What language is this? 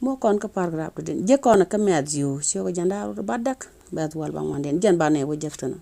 Nuer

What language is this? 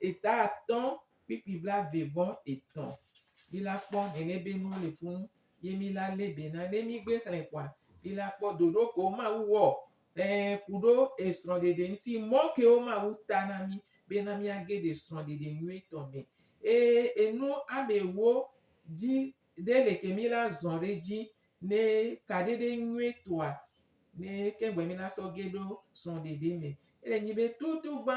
Gen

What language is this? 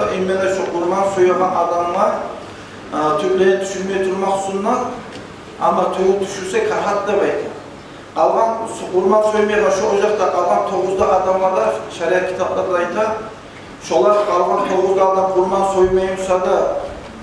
Kumyk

